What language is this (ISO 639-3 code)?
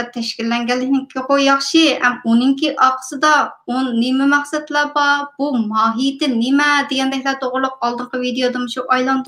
uig